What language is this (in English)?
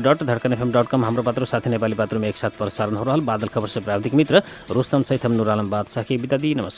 Bhojpuri